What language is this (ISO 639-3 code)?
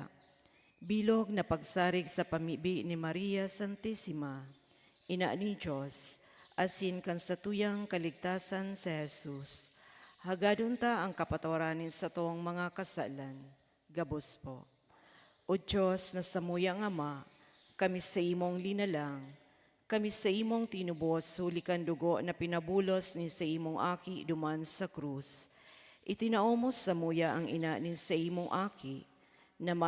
bik